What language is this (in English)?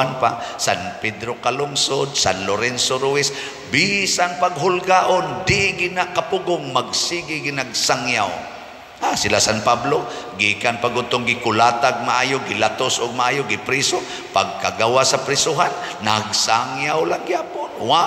Cebuano